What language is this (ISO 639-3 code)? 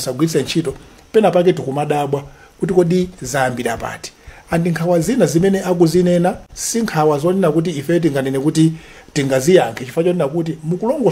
nya